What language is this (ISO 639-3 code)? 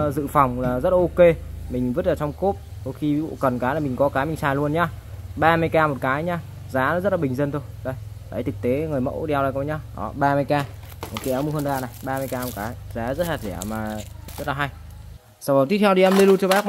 vie